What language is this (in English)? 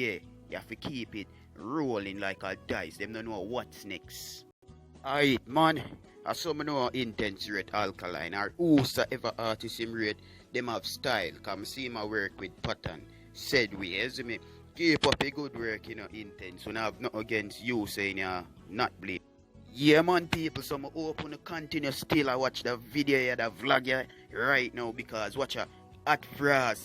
Jamaican Creole English